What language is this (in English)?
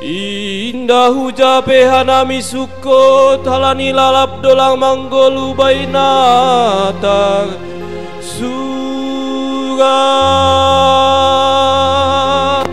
Batak Simalungun